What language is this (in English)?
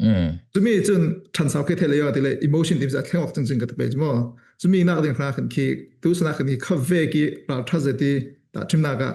Falam Chin